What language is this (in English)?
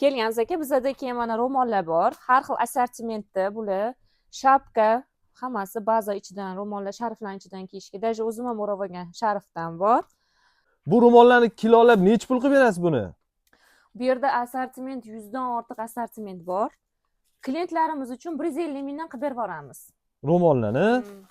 Uzbek